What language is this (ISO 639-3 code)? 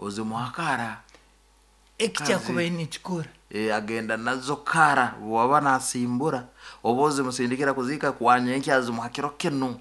nyo